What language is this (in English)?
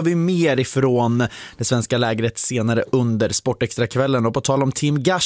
Swedish